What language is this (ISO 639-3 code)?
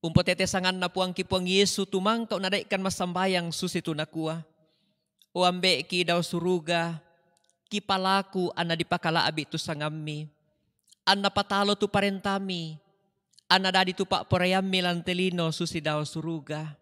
sda